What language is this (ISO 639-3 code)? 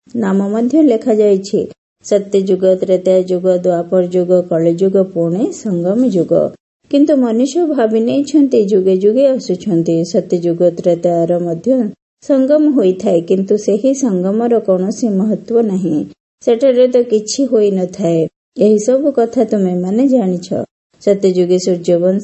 ori